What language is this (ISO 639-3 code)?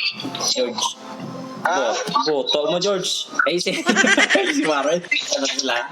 hil